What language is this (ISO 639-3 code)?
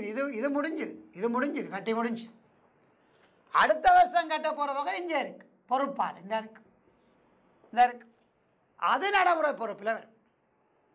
tam